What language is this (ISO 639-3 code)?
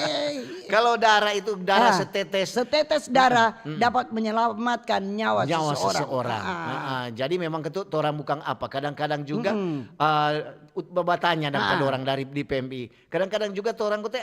xmm